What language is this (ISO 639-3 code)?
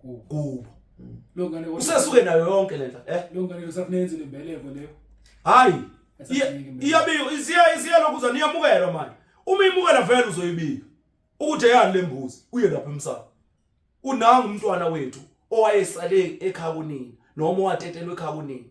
zul